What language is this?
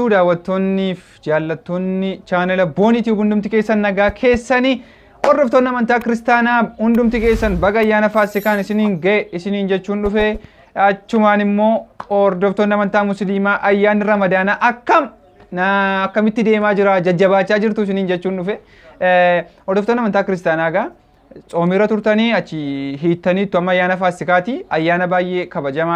Oromo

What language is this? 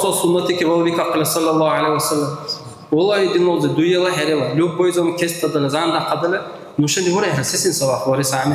Dargwa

